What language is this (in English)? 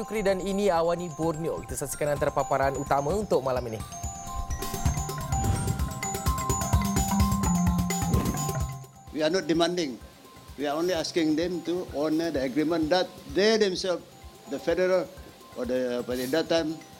Malay